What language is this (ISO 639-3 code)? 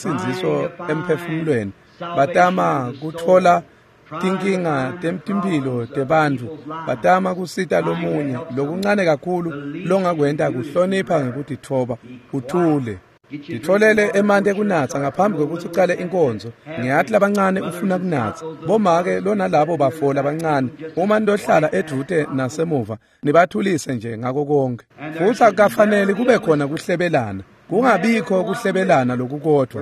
ssw